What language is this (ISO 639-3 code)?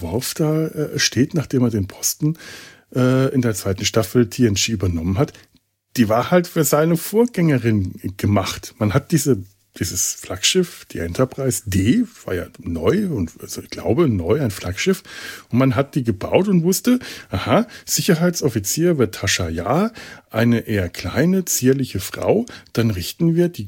deu